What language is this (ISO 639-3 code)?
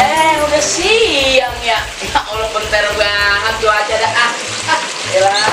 bew